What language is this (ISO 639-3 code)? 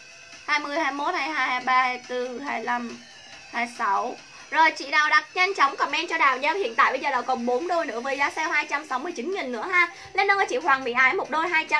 vie